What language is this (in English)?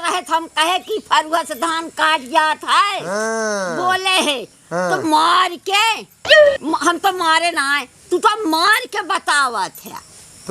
Awadhi